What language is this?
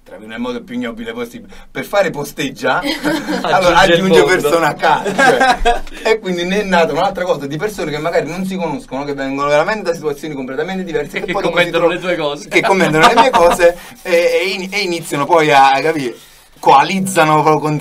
Italian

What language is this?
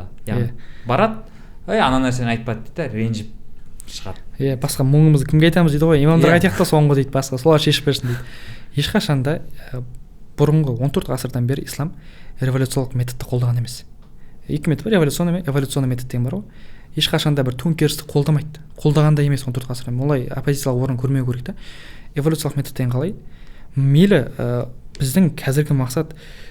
Kazakh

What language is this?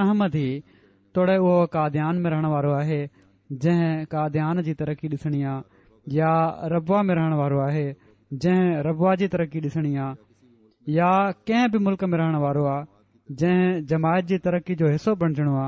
Sindhi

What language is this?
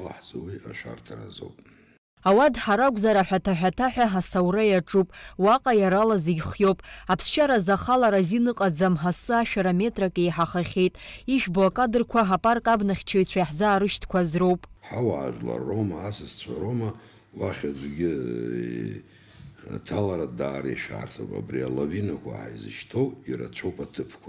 Abkhazian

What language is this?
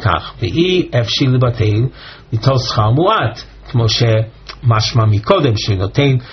Hebrew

